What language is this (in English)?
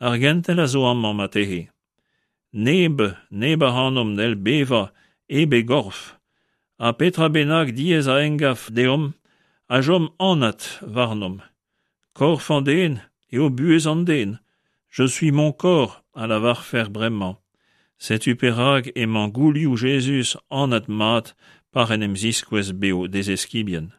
Breton